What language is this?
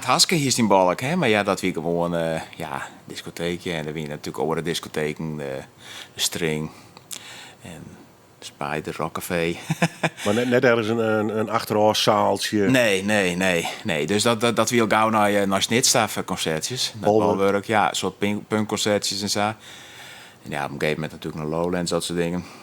Western Frisian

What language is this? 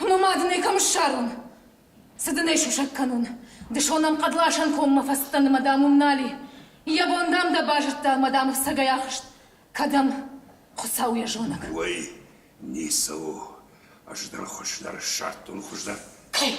Ossetic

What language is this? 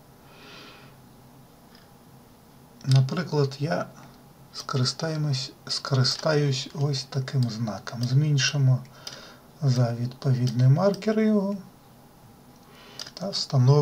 Ukrainian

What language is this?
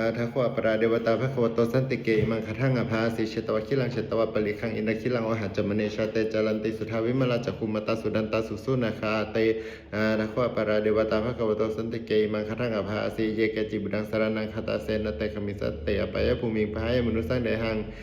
Pali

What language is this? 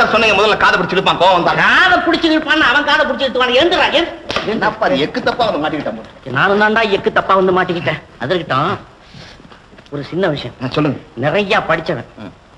Tamil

